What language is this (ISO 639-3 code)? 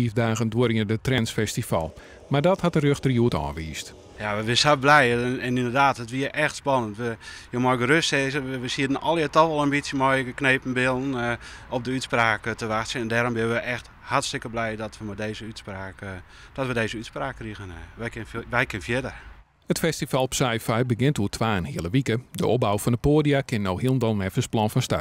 fry